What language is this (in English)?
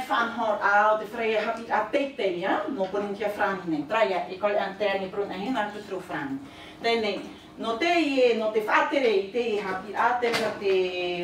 Tahitian